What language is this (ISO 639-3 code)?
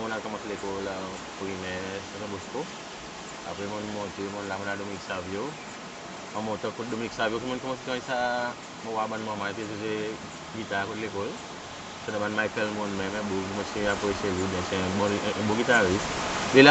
crs